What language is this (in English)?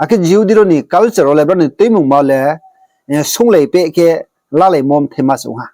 Riang (India)